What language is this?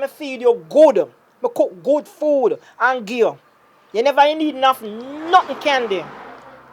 Jamaican Creole English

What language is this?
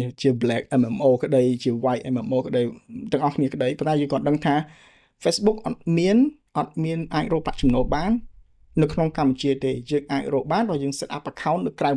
Khmer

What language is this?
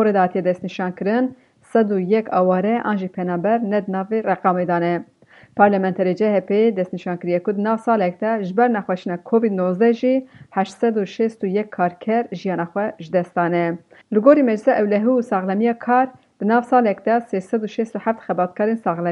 Kurdish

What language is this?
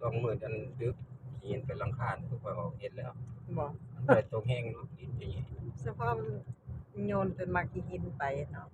Northeastern Thai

